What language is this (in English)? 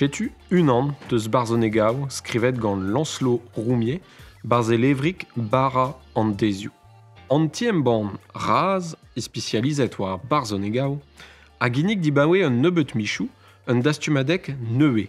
Breton